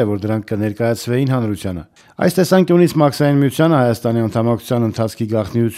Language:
Armenian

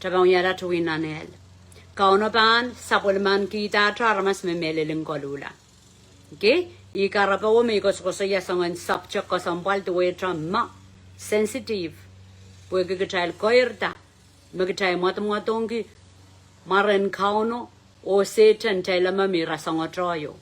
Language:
Pohnpeian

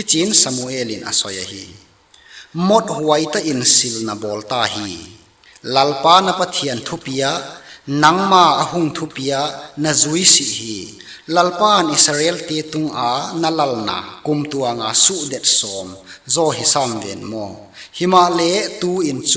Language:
Tedim Chin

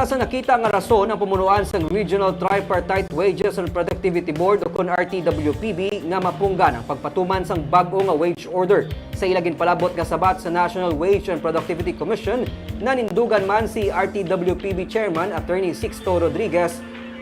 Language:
Hiligaynon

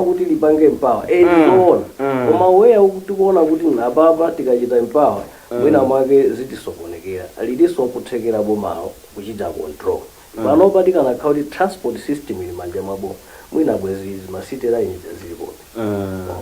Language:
Nyanja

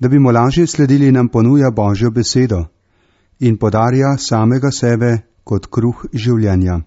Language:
Slovenian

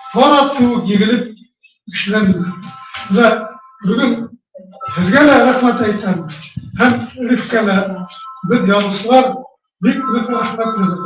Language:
Bashkir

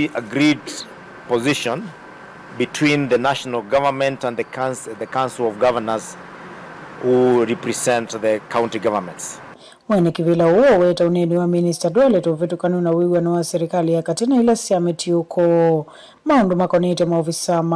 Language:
Kamba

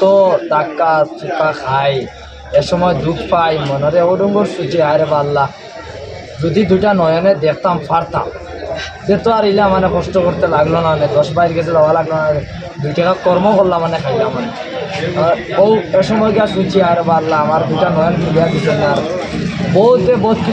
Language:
Sylheti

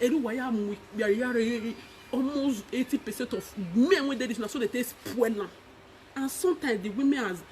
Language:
Nigerian Pidgin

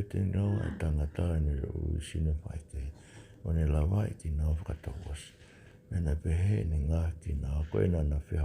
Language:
Tongan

